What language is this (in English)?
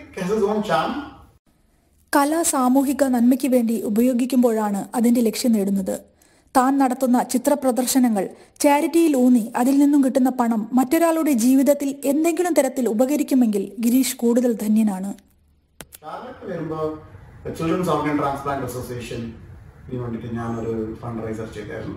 Malayalam